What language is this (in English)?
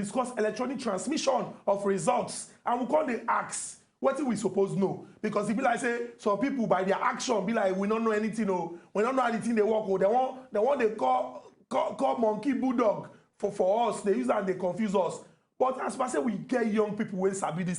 Nigerian Pidgin